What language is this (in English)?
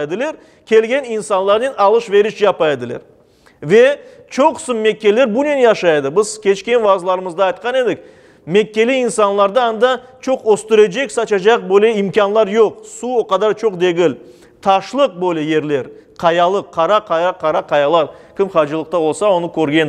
Crimean Tatar